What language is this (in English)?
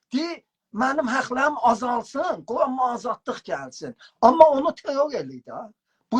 South Azerbaijani